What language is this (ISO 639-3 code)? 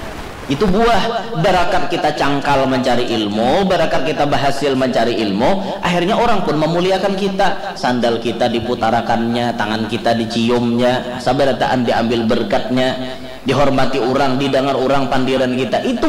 bjn